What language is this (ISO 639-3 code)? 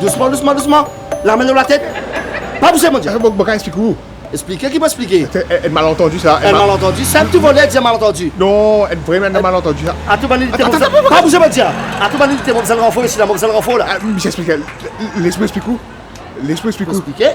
mfe